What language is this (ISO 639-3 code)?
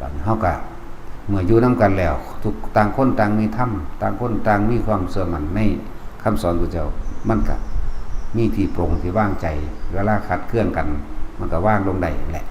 tts